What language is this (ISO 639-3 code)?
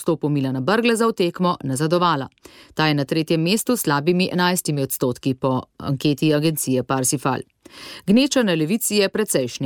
slv